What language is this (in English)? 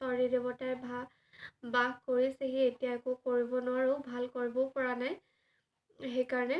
Assamese